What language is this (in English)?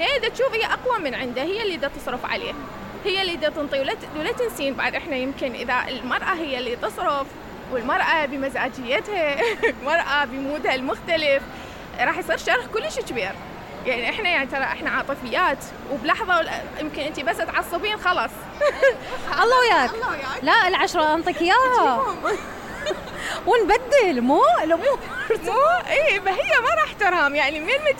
Mesopotamian Arabic